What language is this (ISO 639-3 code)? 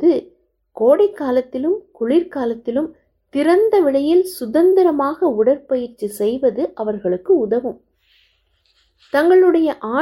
tam